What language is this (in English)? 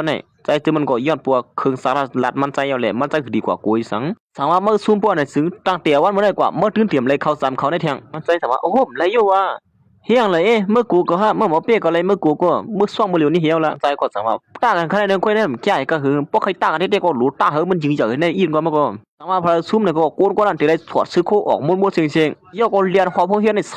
Shan